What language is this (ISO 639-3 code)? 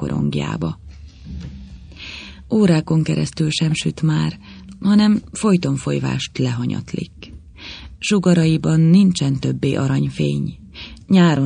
hun